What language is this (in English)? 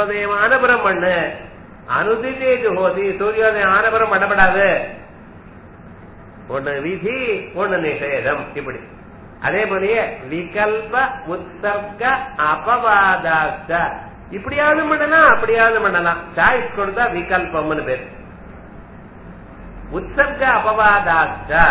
Tamil